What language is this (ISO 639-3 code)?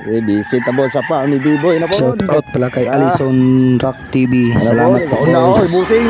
ceb